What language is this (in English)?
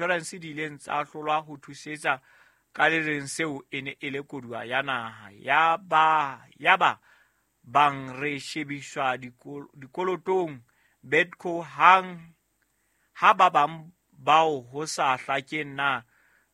Southern Sotho